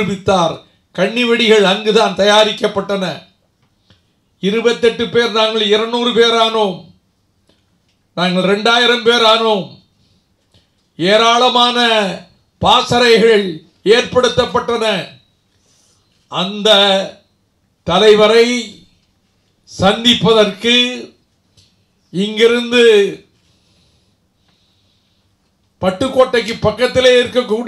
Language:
Tamil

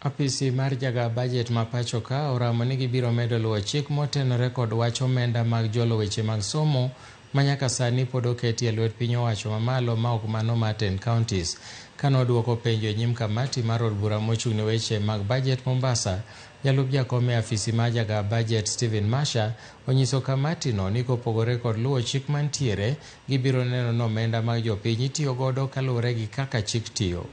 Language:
Luo (Kenya and Tanzania)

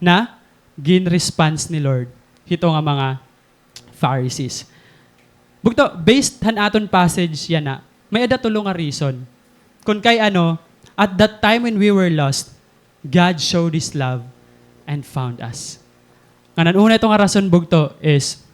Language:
Waray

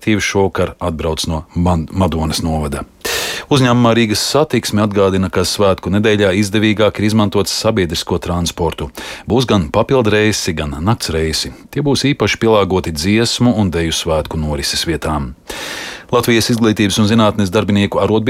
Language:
Latvian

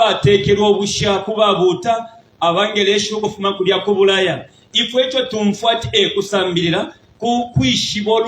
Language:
Bemba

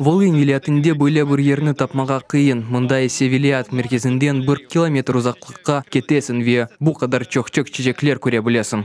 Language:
Crimean Tatar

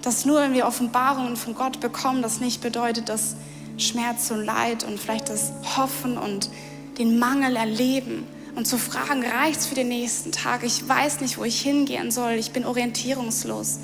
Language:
Swiss German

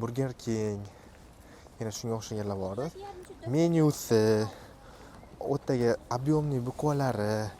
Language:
Uzbek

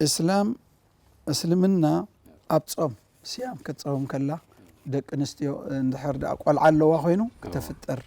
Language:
Tigrinya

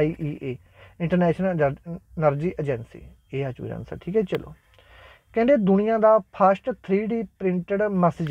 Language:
Punjabi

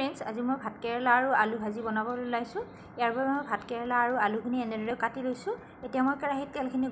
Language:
Assamese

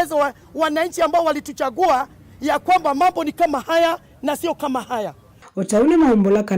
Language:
Kamba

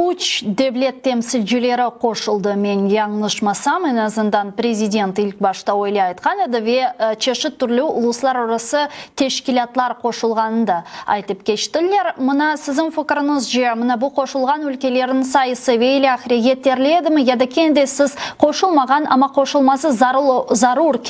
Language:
Crimean Tatar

